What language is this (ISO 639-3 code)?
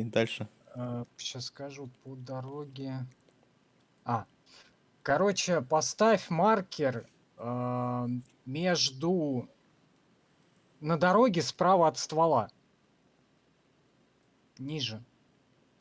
rus